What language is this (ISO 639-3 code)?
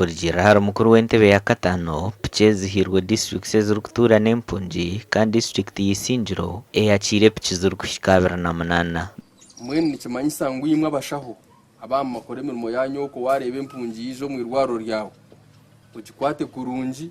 nyn